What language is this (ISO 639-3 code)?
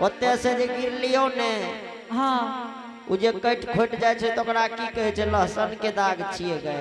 anp